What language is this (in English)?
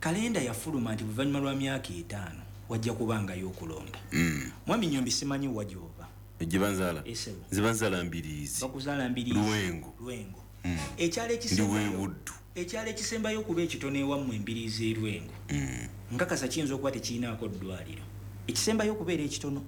Ganda